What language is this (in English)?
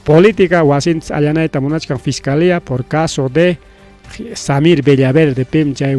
Ayacucho Quechua